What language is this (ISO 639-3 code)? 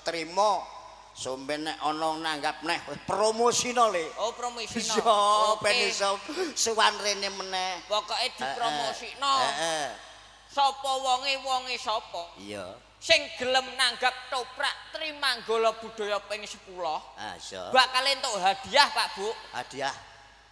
jav